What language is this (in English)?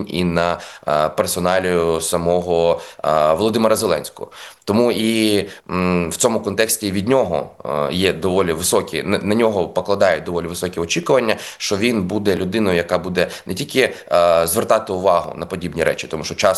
Ukrainian